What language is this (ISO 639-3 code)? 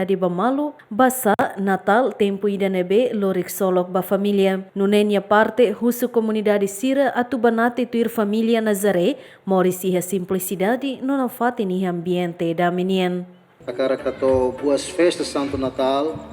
tet